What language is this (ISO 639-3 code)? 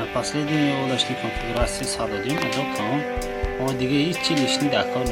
tgk